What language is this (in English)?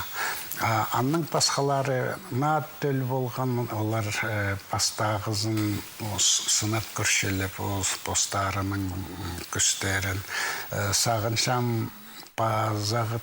Khakas